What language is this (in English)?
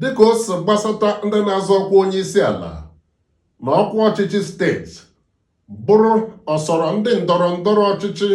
Igbo